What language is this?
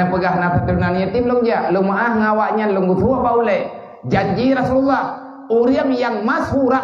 Achinese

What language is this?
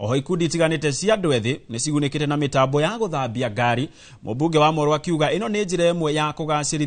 Kikuyu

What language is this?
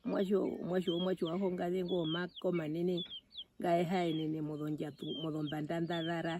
Herero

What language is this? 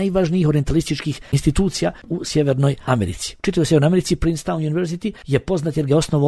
Bosnian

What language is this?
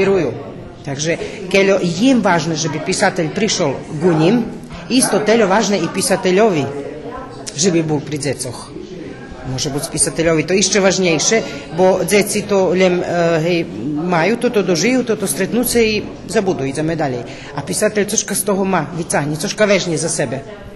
Rusyn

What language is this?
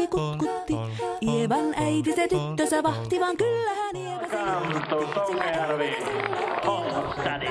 Finnish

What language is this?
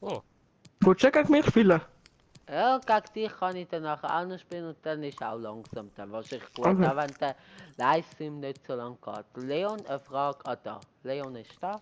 Swiss German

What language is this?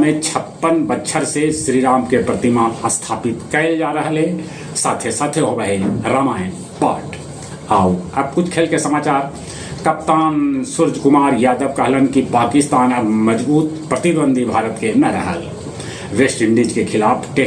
Magahi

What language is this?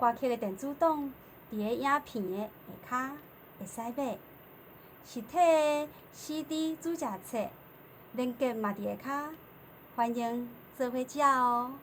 Min Nan Chinese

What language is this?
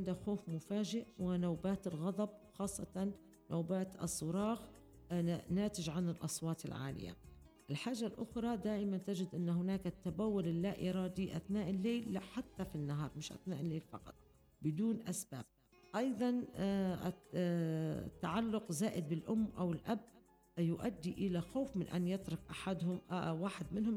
Arabic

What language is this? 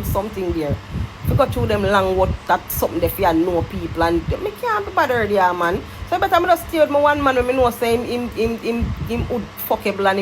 Jamaican Creole English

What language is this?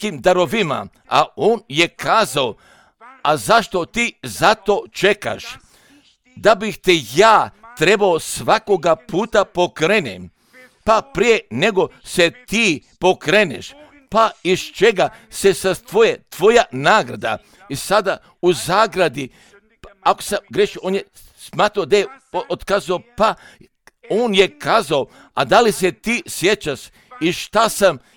Croatian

